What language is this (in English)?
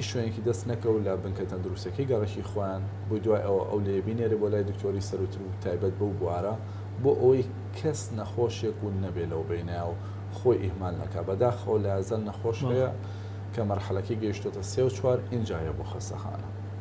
Central Kurdish